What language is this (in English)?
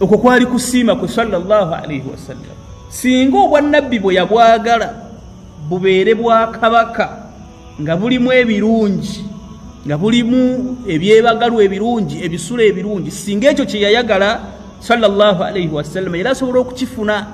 Ganda